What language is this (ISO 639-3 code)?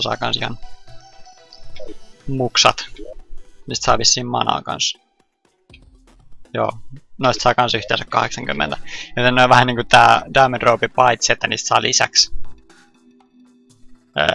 fin